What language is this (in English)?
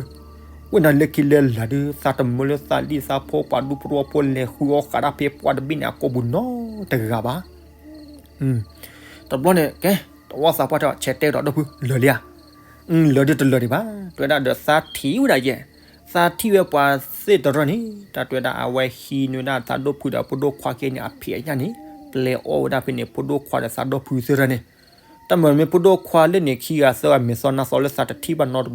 S'gaw Karen